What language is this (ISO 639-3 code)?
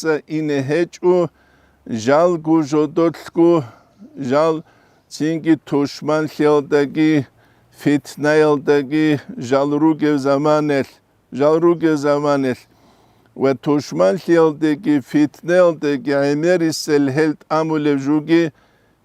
ava